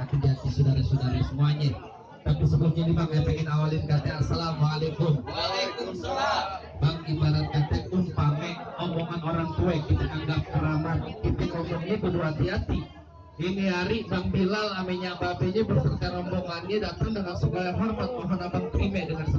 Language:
Betawi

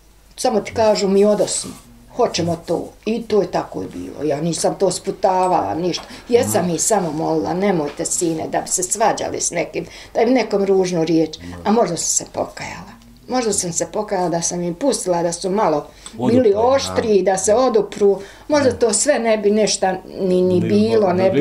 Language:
Bosnian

